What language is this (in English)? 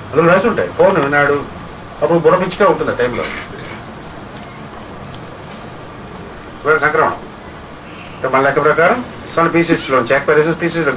Telugu